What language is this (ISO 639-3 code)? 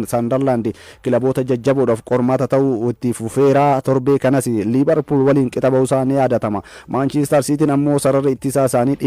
orm